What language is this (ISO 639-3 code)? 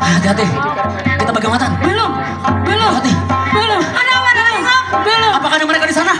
bjn